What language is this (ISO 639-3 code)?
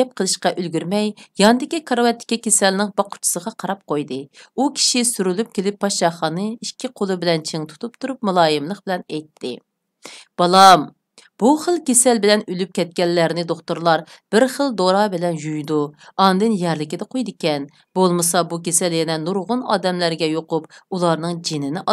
uig